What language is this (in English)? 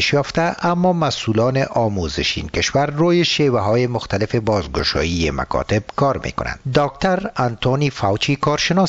Persian